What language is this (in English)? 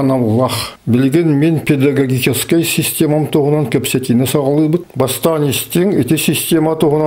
Yakut